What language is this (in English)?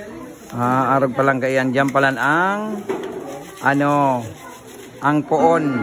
Bikol